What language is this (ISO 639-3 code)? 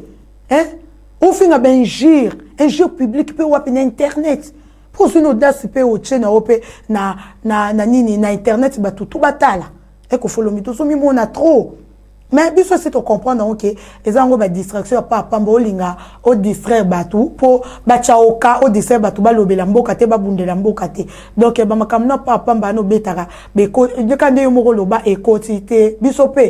lin